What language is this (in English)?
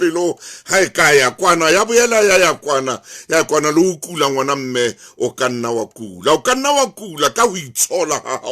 Southern Sotho